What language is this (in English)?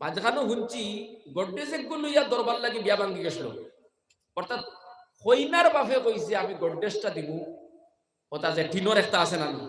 Sylheti